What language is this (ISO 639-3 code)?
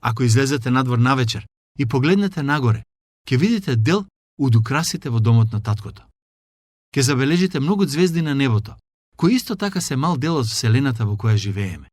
mkd